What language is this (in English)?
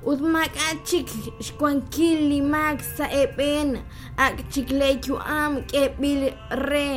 Kekchí